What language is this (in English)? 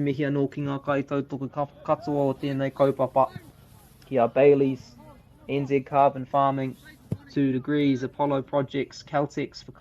Māori